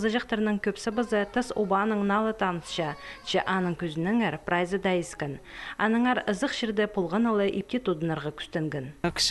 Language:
Khakas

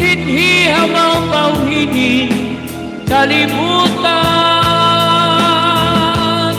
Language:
Waray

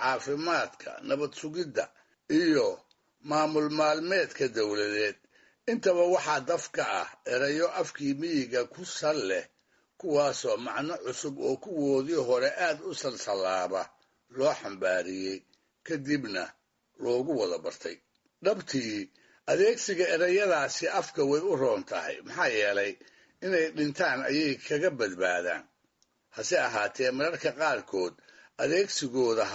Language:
Somali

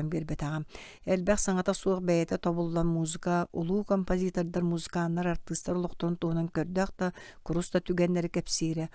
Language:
Yakut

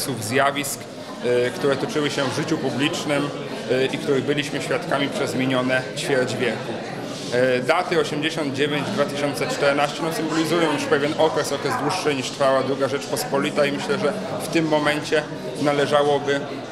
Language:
Polish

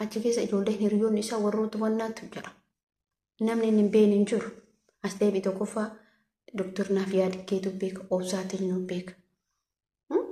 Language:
Oromo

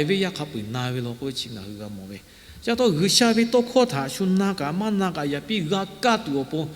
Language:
Lahu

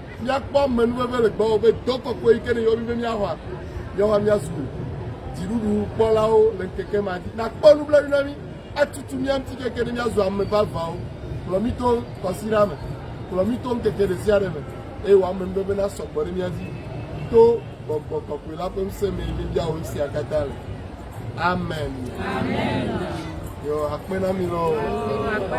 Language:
Ewe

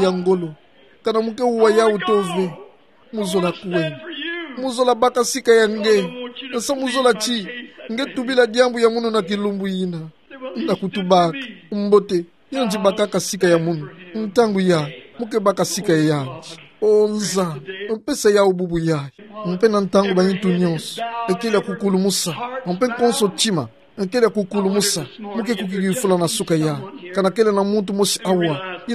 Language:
Kituba (Democratic Republic of Congo)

